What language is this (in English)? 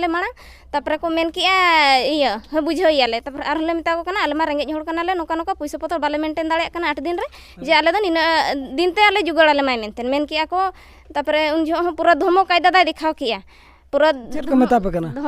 Santali